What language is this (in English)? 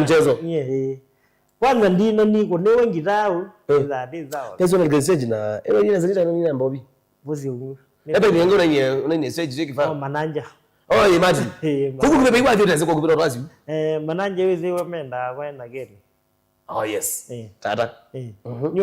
Kamba